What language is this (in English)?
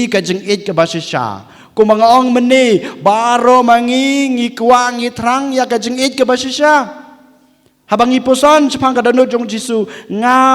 Khasi